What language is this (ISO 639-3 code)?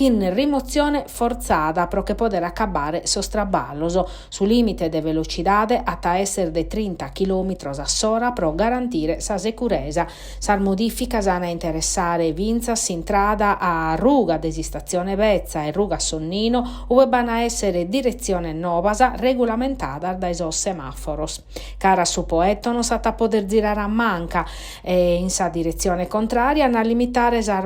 srd